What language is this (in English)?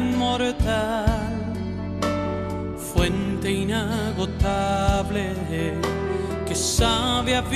Spanish